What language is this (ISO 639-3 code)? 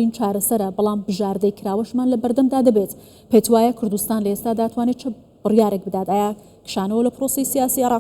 ckb